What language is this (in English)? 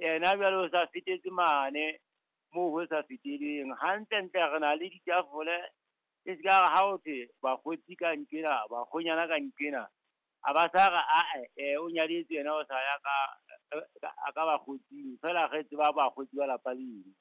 Southern Sotho